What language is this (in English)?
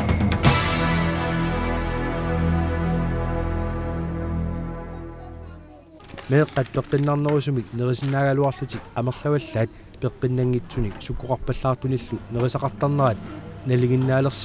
Kalaallisut